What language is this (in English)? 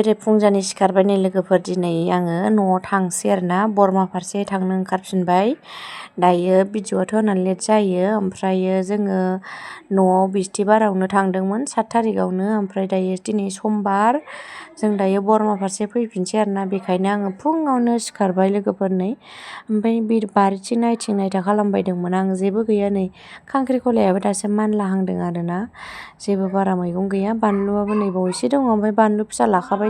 Bodo